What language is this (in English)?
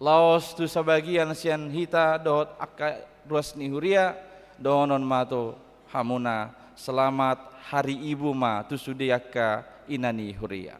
Batak Toba